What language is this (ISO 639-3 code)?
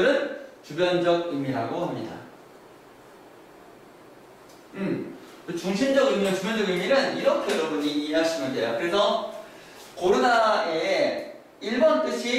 kor